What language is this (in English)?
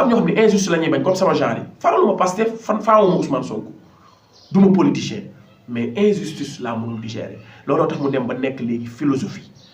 Wolof